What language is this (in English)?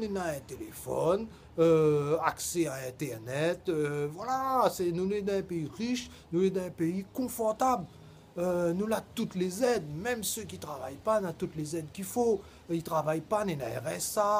Réunion Creole French